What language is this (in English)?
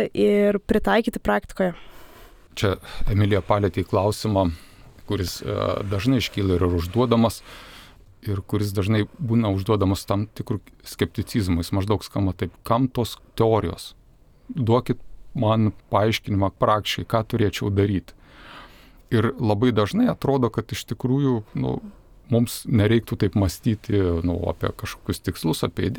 Lithuanian